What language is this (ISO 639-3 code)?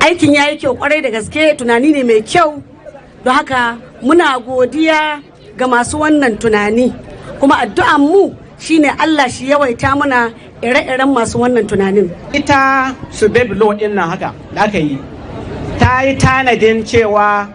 hau